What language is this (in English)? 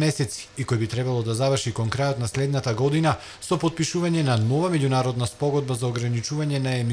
Macedonian